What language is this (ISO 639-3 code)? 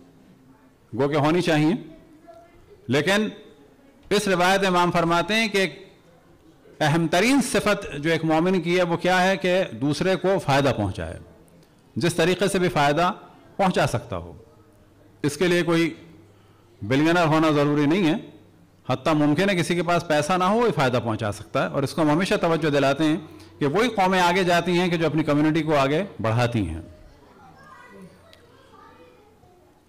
urd